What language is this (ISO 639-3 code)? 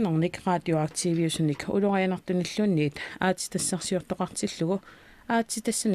kal